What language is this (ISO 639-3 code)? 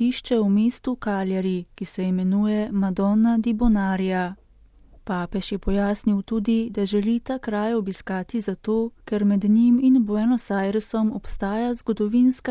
slv